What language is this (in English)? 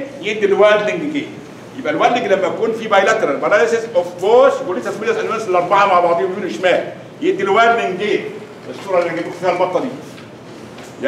Egyptian Arabic